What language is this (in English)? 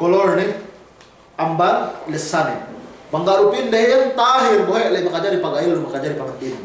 Yakan